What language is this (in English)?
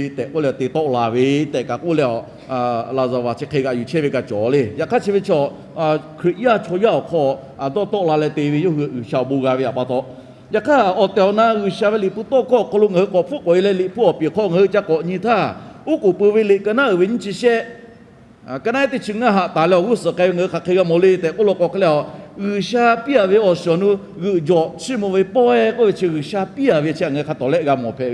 Lahu